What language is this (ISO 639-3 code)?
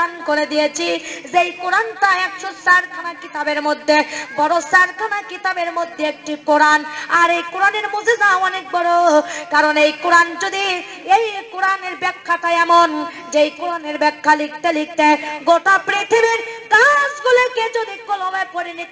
ben